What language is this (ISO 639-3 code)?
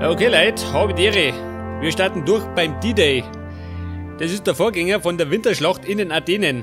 bar